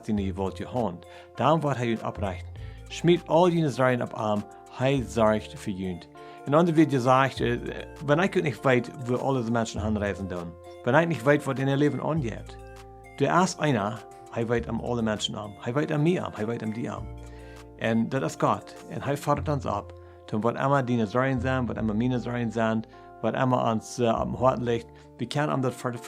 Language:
Plautdietsch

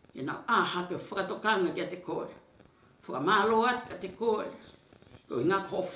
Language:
Tongan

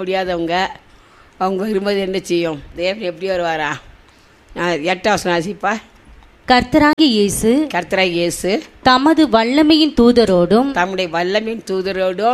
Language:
Tamil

